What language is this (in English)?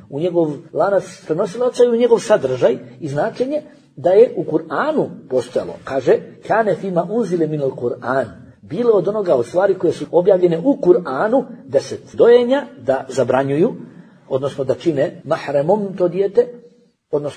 Bosnian